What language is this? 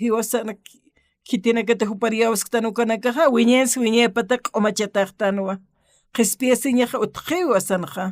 Aymara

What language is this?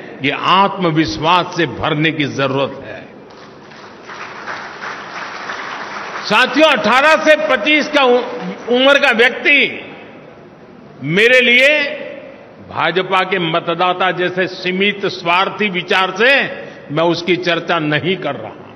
Hindi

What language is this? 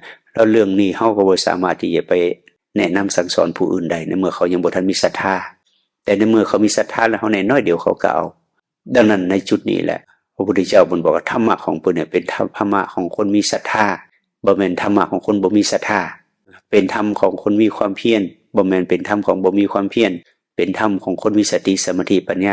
Northeastern Thai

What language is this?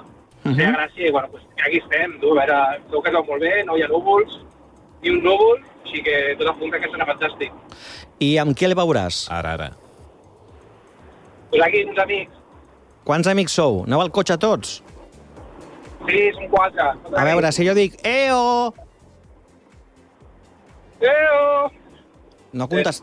Catalan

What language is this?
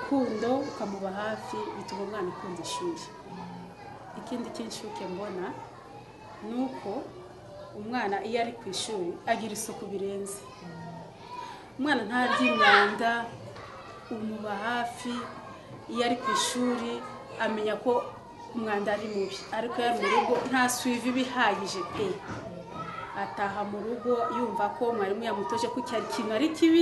Kinyarwanda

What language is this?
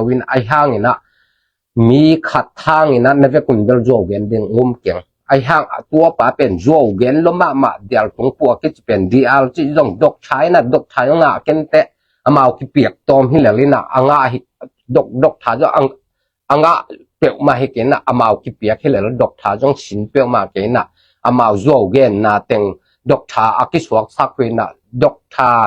Tedim Chin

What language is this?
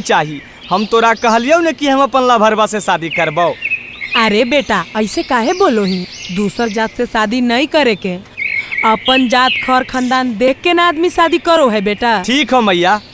Magahi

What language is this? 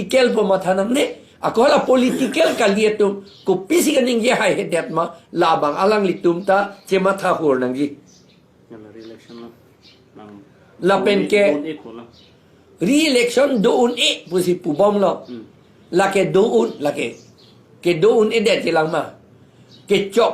Karbi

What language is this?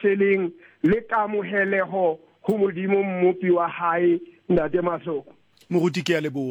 Southern Sotho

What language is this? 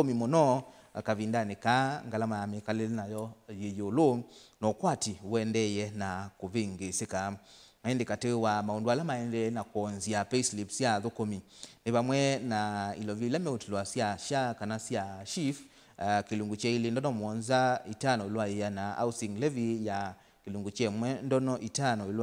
Kamba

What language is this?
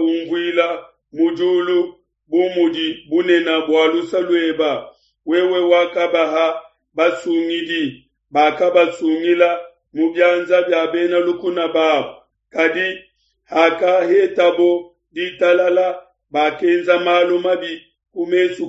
Luba-Lulua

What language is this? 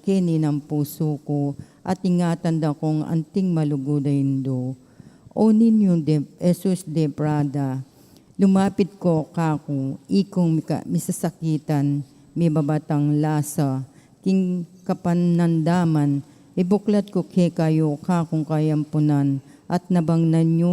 Pampanga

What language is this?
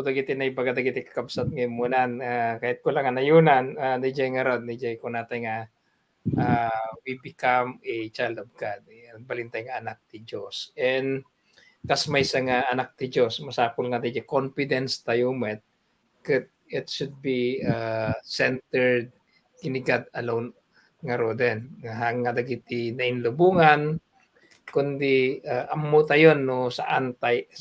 Iloko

